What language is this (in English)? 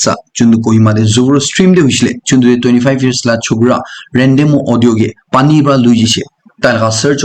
Naga Pidgin